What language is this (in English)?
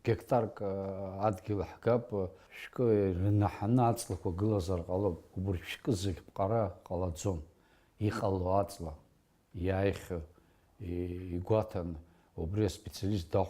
Abkhazian